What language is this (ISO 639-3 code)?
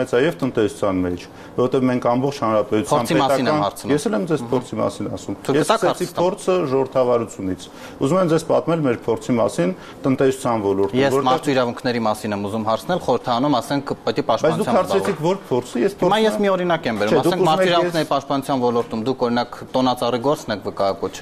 hye